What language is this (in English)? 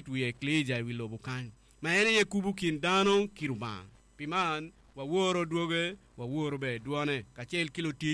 Acoli